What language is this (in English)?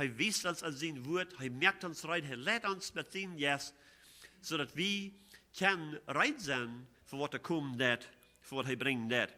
Plautdietsch